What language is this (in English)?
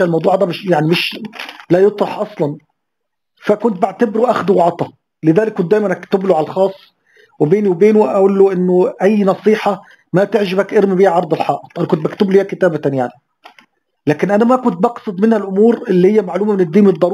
Egyptian Arabic